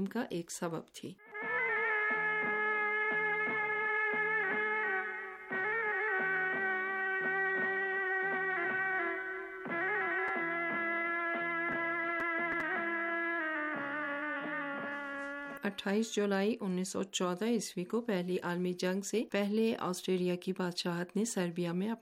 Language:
Urdu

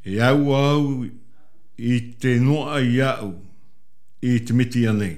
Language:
Tahitian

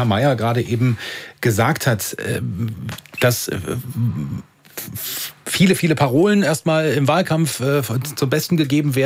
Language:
German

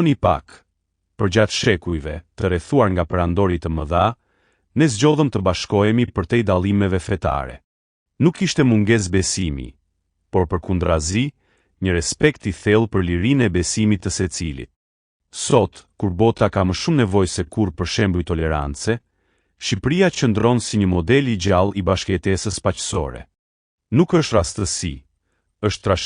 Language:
Albanian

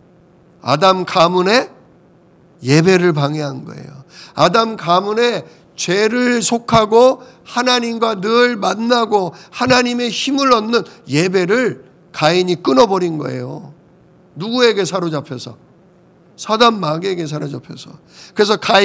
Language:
Korean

